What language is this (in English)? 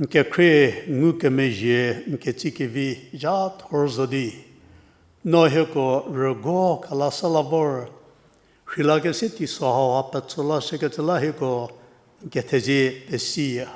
Angami Naga